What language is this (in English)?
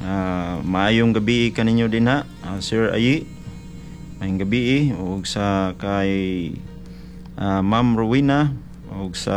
Cebuano